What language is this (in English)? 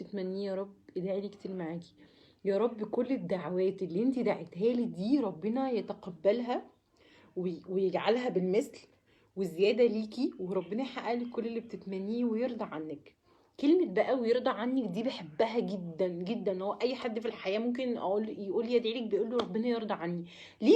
Egyptian Arabic